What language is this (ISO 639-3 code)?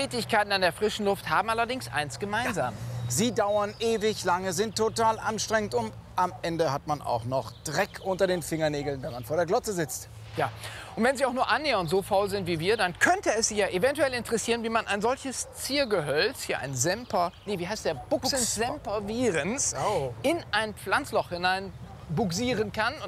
deu